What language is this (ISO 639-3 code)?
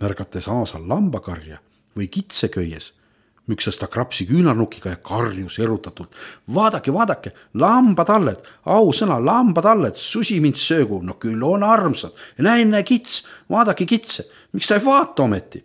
est